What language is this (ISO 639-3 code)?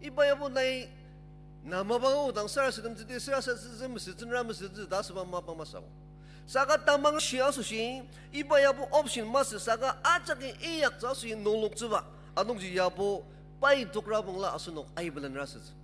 njo